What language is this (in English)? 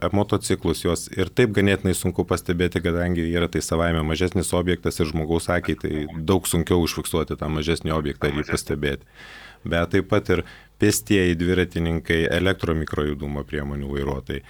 Lithuanian